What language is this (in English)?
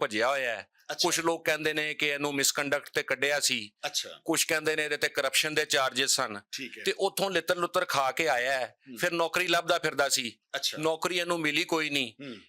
Western Panjabi